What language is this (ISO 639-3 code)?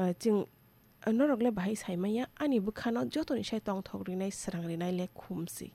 trp